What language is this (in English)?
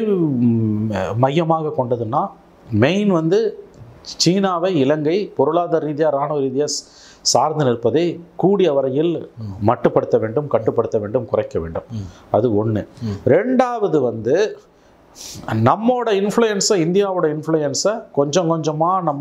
Tamil